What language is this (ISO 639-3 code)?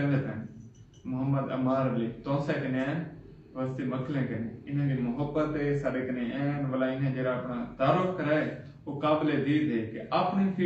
skr